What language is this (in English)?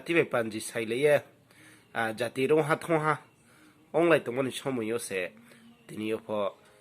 Riang (India)